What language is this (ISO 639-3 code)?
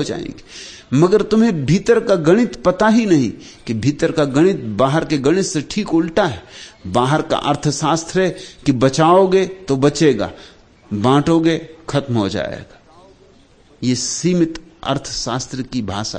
hin